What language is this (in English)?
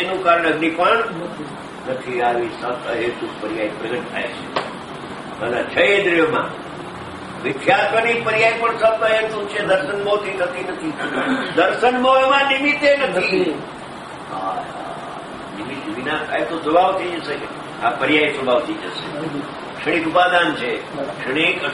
Gujarati